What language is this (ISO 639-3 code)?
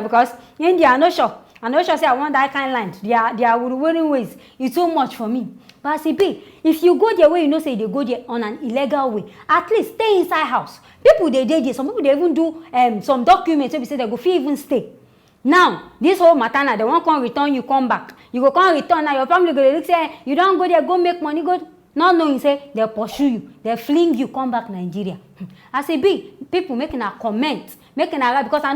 pcm